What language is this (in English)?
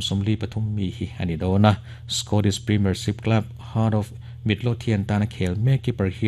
Mizo